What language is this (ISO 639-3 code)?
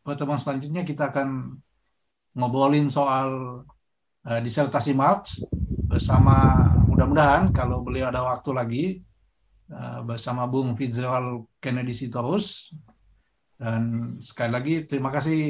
ind